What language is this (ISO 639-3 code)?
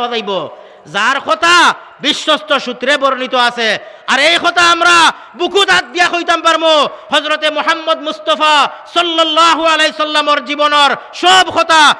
syl